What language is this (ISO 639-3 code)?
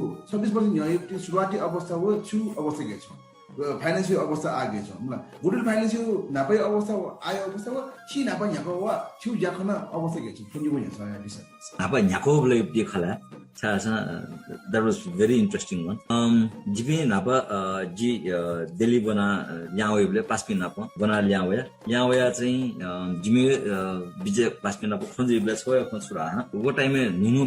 new